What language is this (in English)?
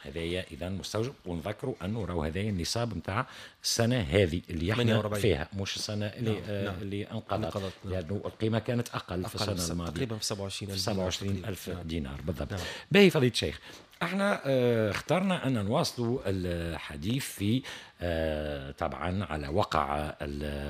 Tunisian Arabic